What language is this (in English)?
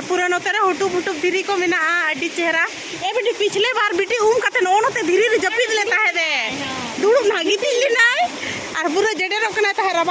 Santali